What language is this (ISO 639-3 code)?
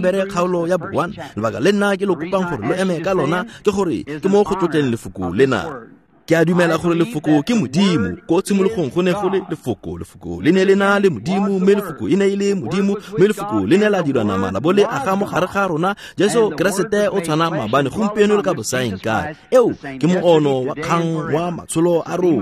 tsn